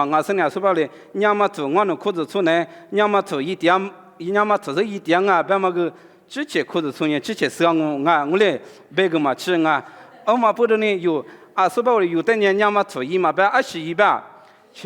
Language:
Lisu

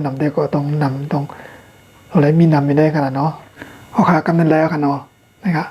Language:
Shan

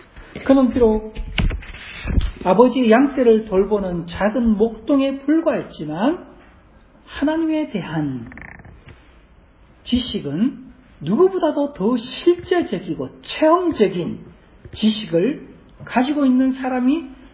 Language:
Korean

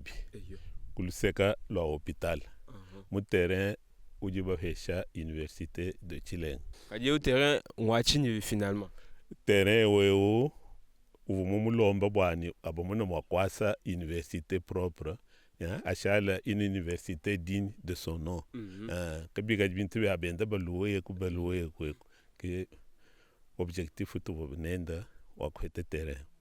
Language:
Luba-Lulua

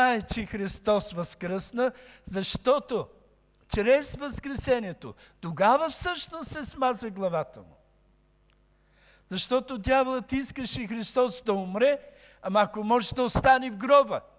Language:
Bulgarian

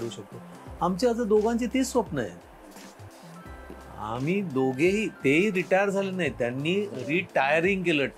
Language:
Marathi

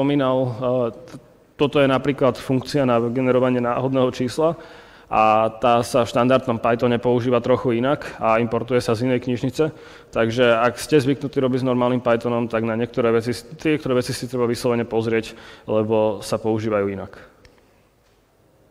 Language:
Slovak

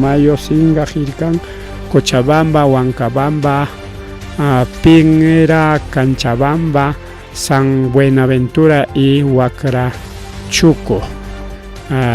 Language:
Ayacucho Quechua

